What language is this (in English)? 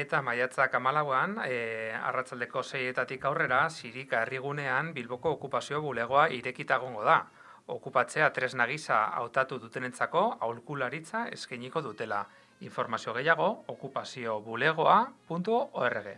Basque